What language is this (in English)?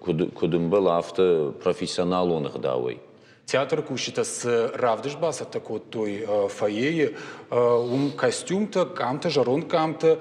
Ossetic